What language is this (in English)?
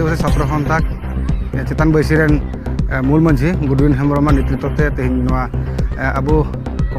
Santali